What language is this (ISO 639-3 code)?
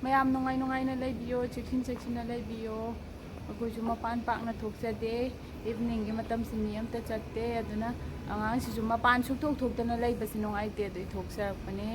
mni